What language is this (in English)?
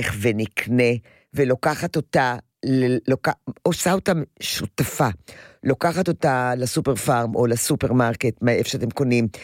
Hebrew